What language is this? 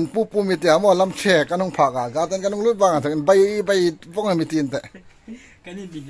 Hmar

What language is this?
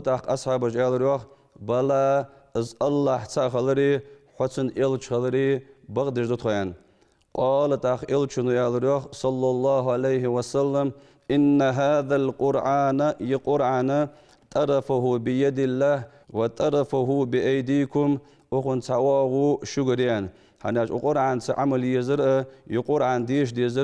Ingush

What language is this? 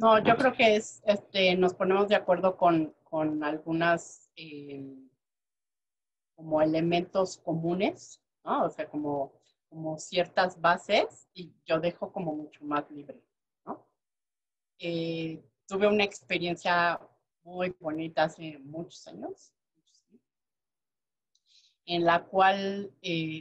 Spanish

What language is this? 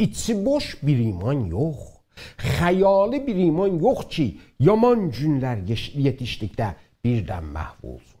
South Azerbaijani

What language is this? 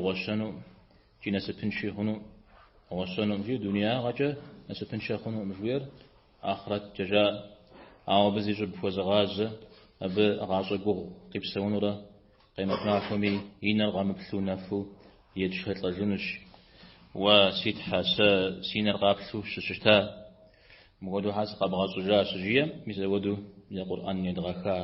Kabardian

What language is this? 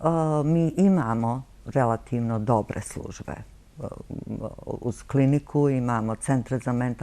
Bosnian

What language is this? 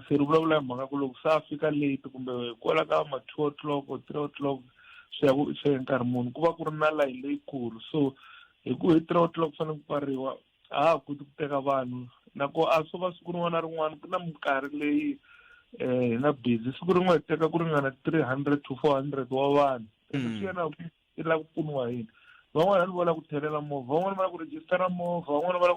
Tsonga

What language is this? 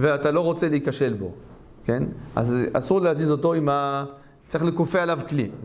Hebrew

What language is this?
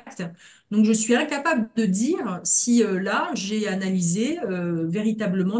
French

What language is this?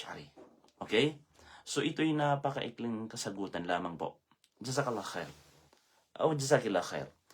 Maranao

